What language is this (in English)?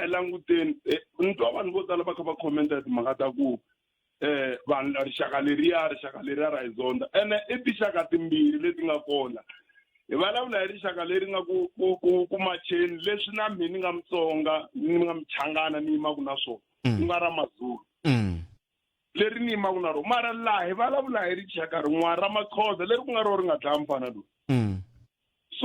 Tsonga